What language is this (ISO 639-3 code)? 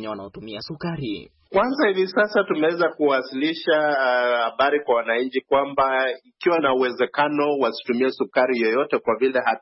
swa